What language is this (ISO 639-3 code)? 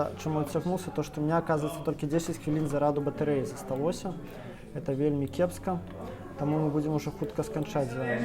bel